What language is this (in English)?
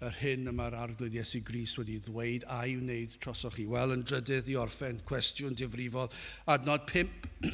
Welsh